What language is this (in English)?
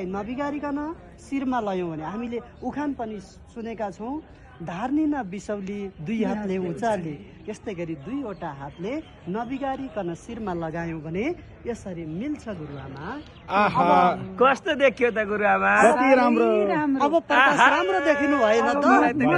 Nepali